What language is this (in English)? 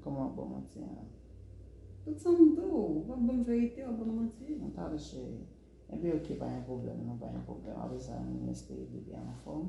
Haitian Creole